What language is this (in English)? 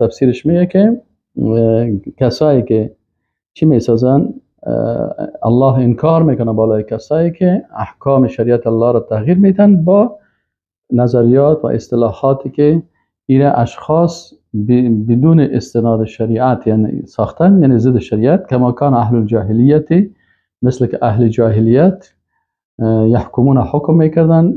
Persian